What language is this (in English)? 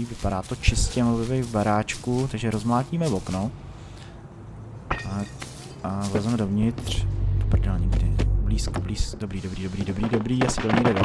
Czech